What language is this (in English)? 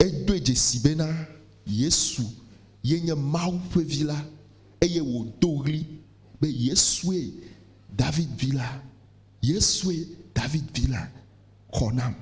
Ewe